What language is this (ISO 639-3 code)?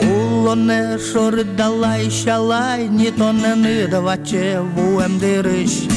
udm